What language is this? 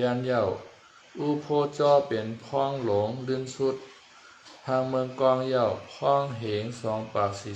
Shan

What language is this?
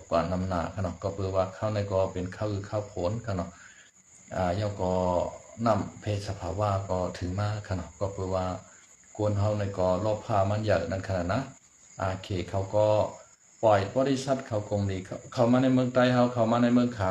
Shan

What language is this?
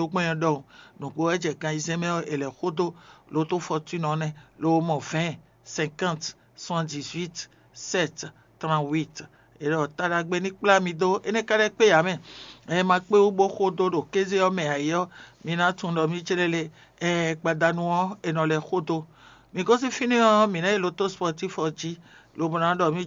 Fon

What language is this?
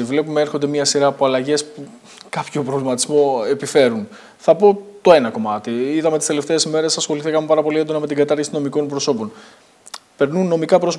Greek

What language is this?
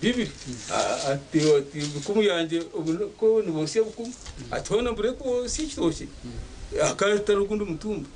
Nyankole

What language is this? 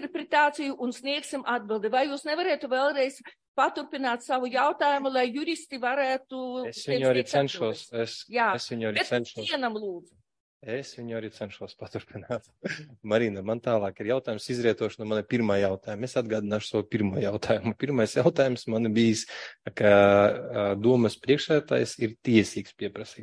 Latvian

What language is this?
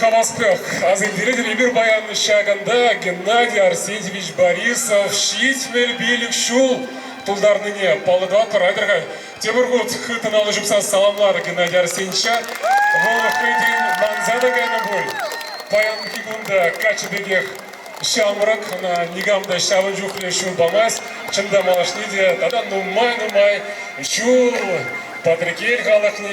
Chuvash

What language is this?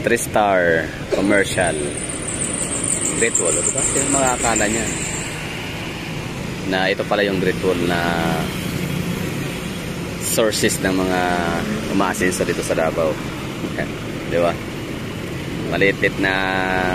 Filipino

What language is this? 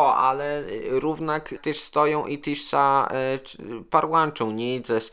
Kashubian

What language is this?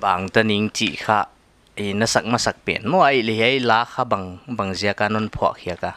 Paite Chin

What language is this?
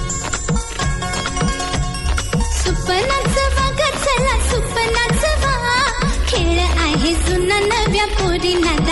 Marathi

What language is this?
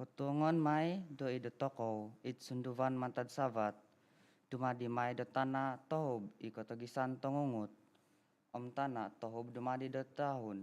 Central Dusun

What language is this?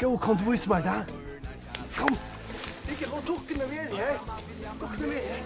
Faroese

